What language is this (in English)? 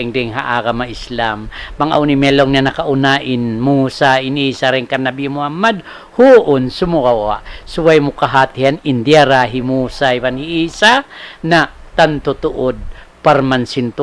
Tausug